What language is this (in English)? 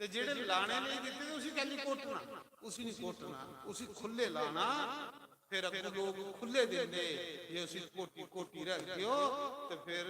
Dogri